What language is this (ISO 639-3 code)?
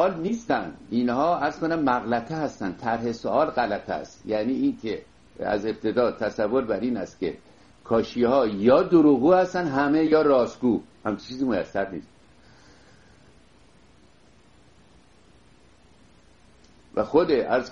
fas